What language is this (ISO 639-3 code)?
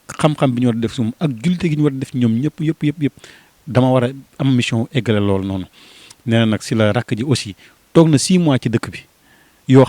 wol